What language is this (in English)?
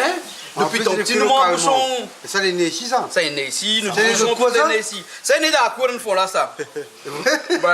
Réunion Creole French